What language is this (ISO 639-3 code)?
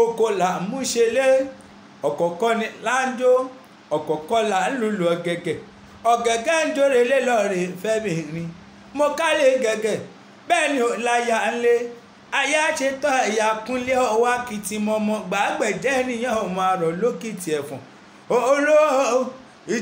yor